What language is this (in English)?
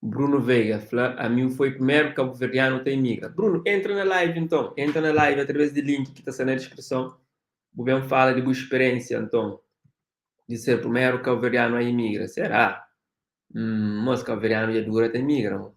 Kabuverdianu